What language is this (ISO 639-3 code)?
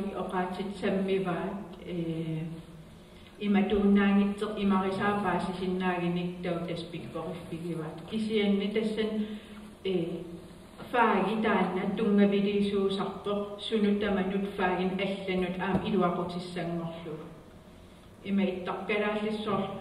kal